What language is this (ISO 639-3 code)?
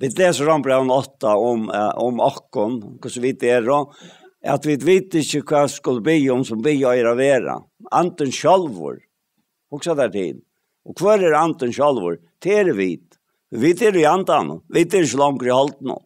fao